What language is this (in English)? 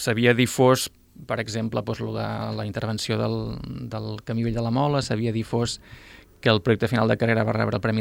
Catalan